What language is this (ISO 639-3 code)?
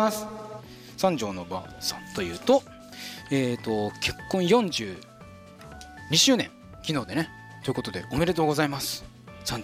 jpn